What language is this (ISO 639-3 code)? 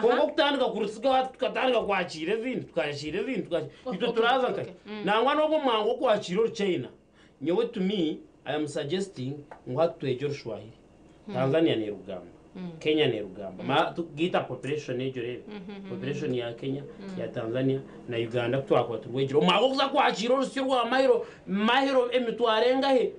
nyn